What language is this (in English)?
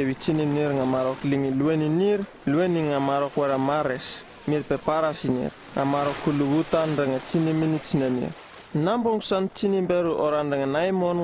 Uripiv-Wala-Rano-Atchin